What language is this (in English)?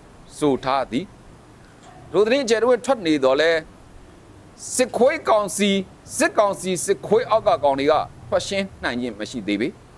Burmese